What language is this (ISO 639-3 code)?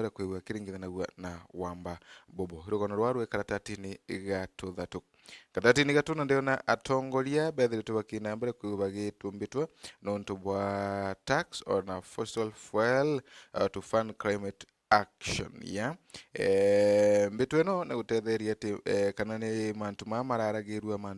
mer